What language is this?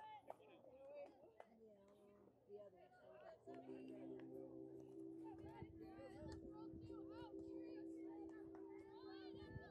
English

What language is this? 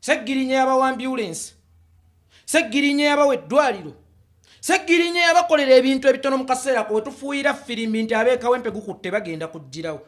Ganda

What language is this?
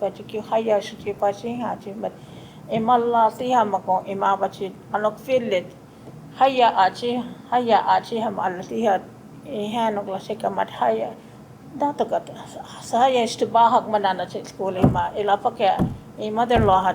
Choctaw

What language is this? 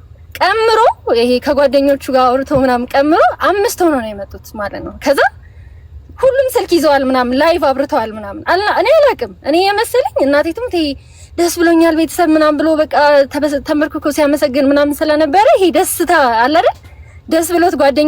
Amharic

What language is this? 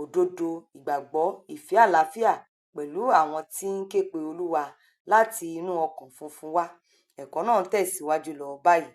Yoruba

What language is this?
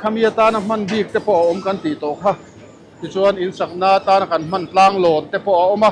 Mizo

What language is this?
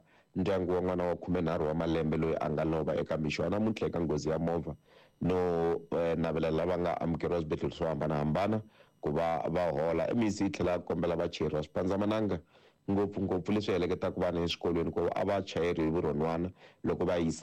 Tsonga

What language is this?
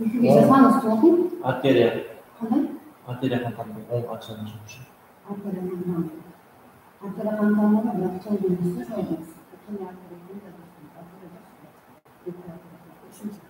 Kara-Kalpak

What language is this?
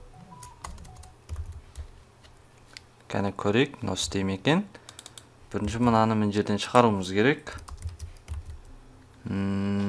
Kazakh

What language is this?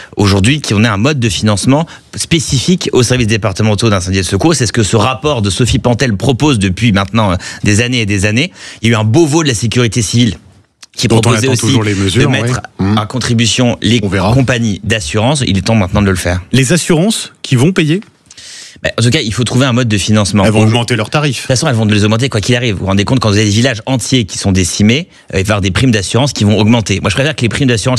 French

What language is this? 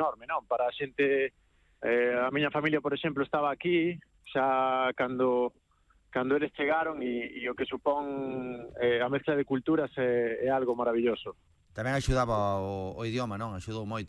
Galician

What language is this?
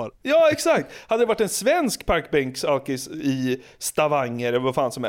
Swedish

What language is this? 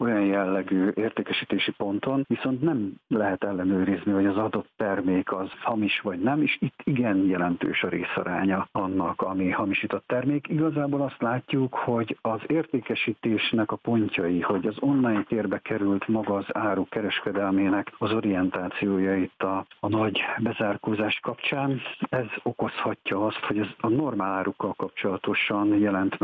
Hungarian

